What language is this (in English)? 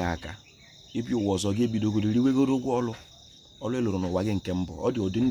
Igbo